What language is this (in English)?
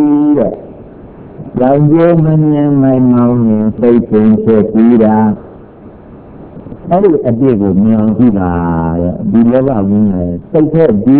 Burmese